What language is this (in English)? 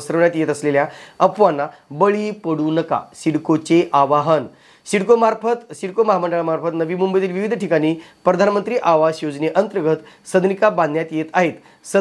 Marathi